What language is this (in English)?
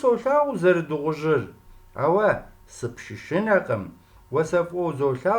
Kabardian